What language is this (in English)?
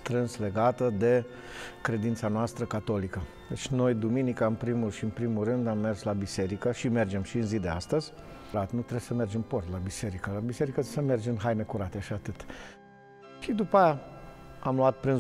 Romanian